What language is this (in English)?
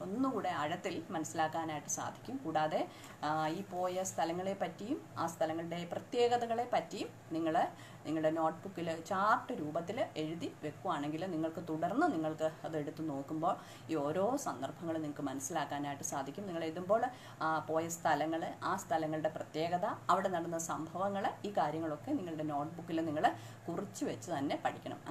Malayalam